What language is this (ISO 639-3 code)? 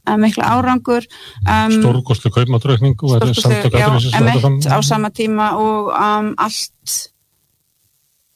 isl